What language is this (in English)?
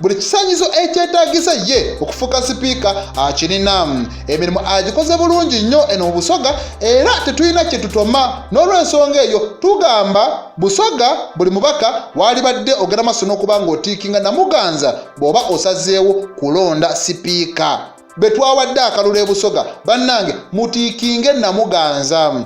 Ganda